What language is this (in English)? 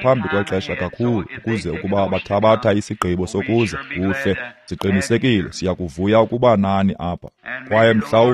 Xhosa